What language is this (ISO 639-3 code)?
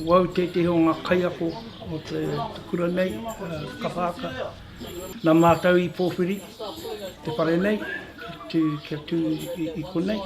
mri